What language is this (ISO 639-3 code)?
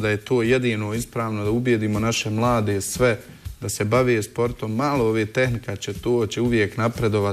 bos